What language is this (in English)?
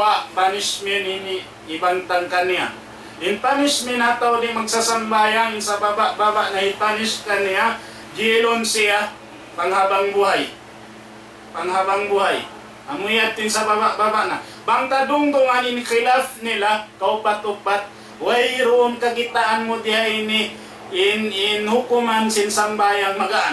Tausug